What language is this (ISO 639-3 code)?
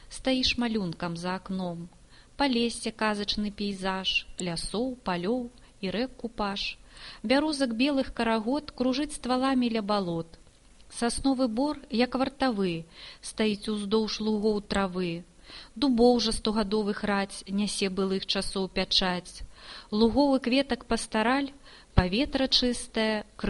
bel